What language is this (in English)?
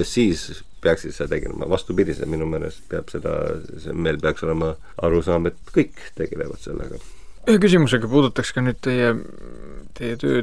Estonian